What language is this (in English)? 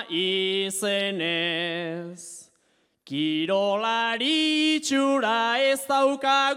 Basque